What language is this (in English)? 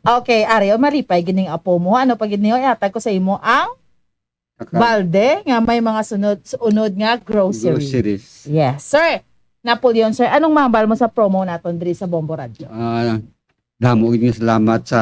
Hiligaynon